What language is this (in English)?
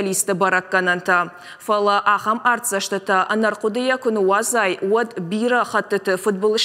Ossetic